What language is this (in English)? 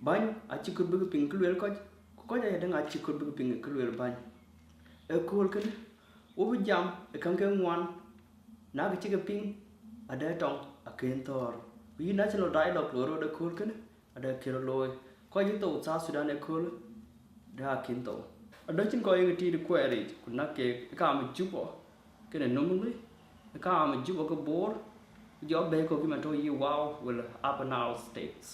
Dinka